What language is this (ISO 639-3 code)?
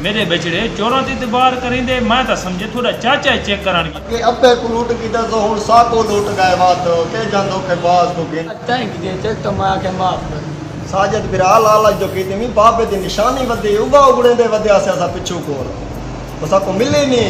skr